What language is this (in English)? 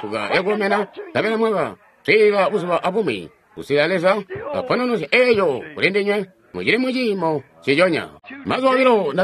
Tonga (Zambia)